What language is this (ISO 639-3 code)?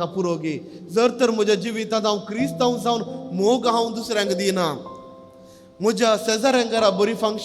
kok